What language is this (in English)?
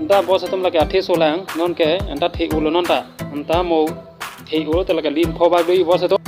Karbi